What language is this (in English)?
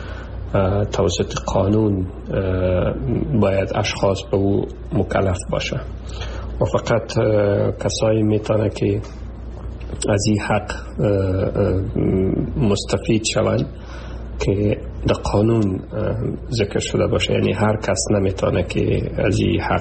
Persian